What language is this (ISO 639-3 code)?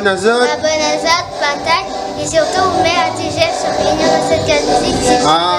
rcf